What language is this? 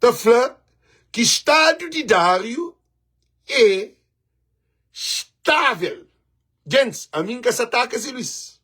Kabuverdianu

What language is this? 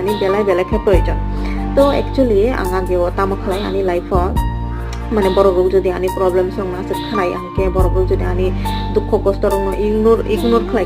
Kok Borok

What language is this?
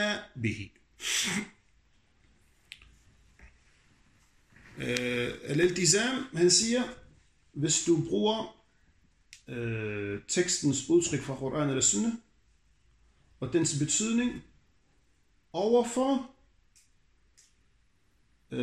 Danish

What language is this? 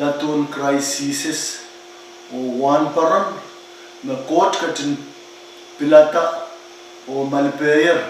Pohnpeian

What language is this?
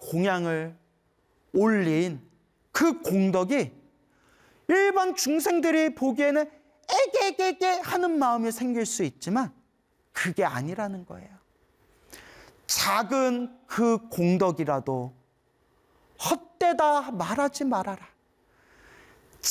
Korean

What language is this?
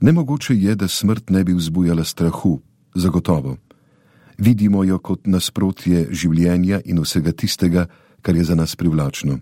Slovenian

